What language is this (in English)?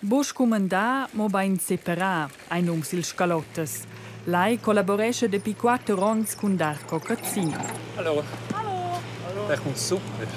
Romansh